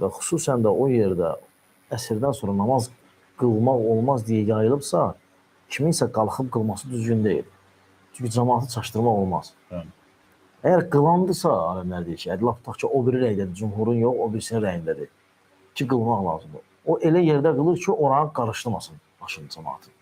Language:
Azerbaijani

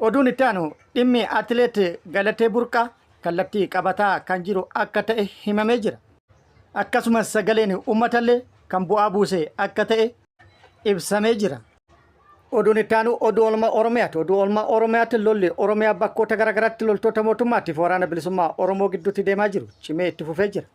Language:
Oromo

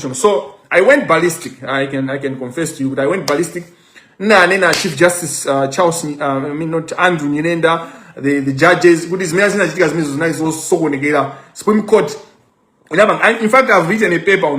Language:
Nyanja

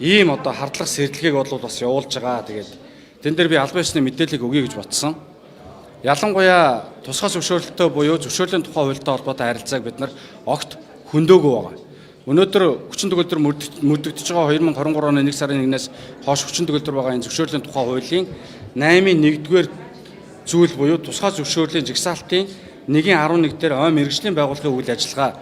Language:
Mongolian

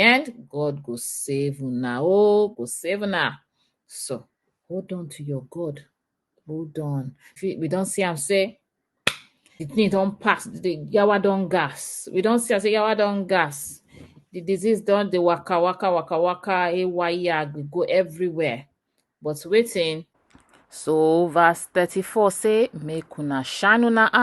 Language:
Nigerian Pidgin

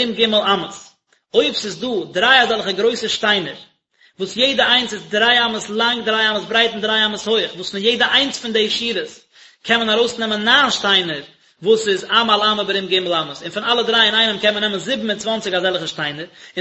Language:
Yiddish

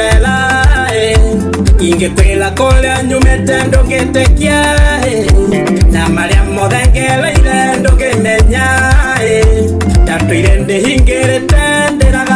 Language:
Kikuyu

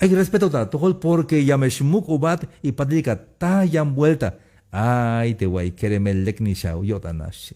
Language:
Tzeltal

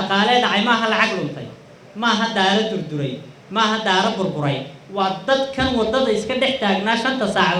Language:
Somali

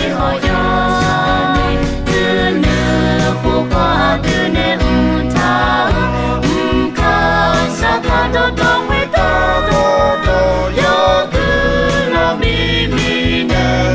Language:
Akha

